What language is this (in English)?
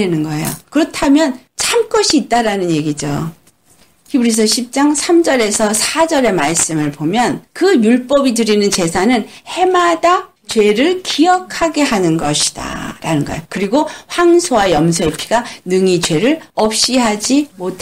Korean